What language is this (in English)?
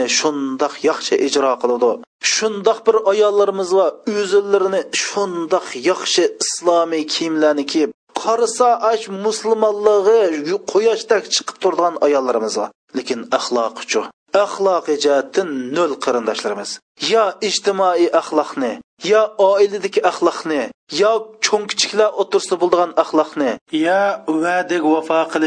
Uyghur